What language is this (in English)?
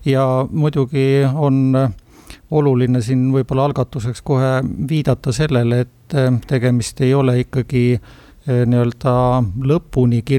Estonian